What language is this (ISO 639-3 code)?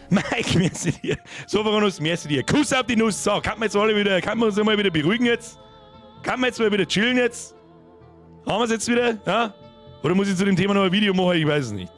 bar